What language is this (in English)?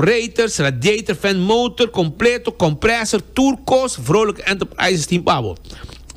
Papiamento